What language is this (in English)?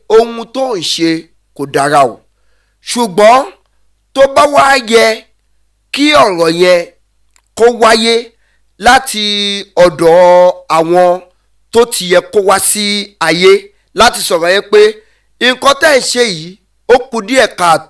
Yoruba